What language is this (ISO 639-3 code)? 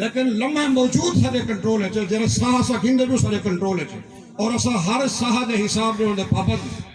skr